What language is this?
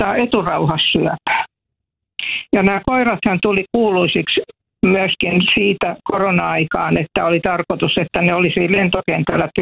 Finnish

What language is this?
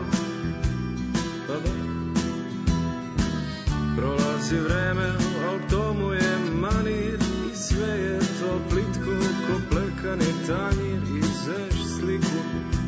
Serbian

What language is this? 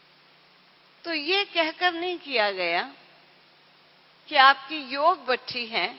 Hindi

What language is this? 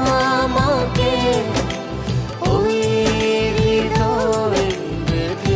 Bangla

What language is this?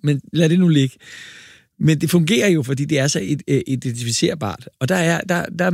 Danish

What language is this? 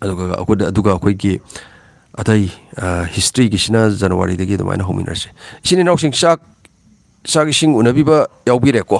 Manipuri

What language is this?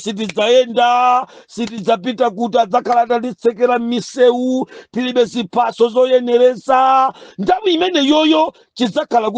Nyanja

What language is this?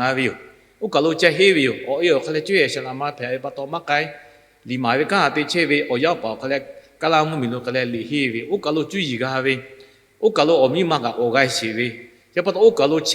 Lahu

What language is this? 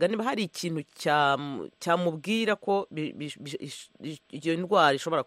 Kinyarwanda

